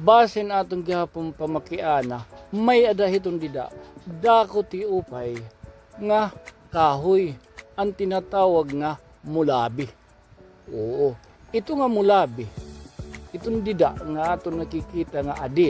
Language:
Waray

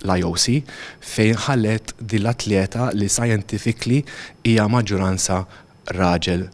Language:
Maltese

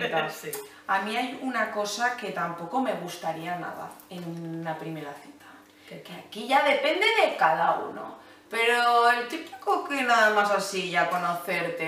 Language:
Spanish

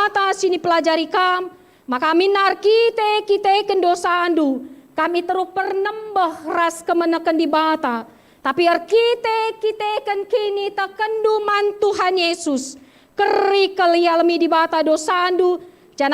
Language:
Batak Karo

